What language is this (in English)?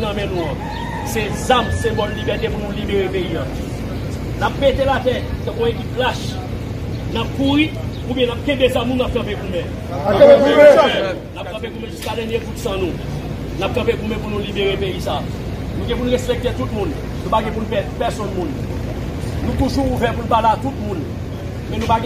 Haitian Creole